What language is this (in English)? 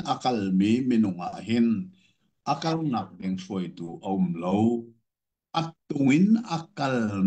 Hakha Chin